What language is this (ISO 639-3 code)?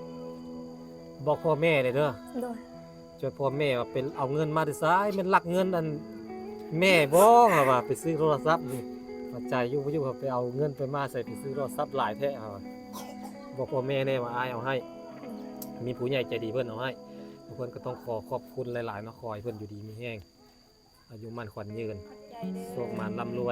lao